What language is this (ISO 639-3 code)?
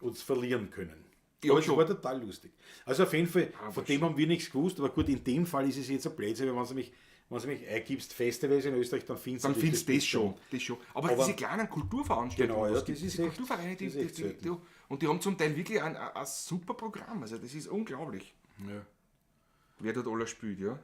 bar